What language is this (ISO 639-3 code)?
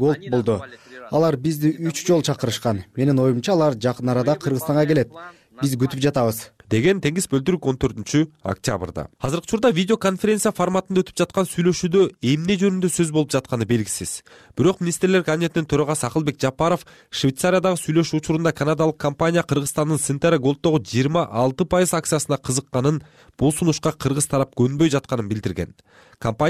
kir